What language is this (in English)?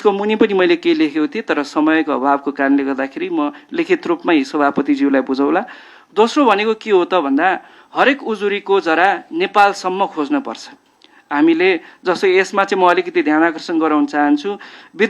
Nepali